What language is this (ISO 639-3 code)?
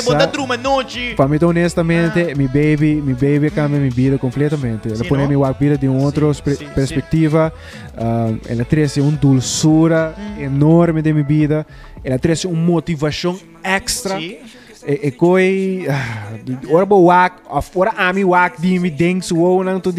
pap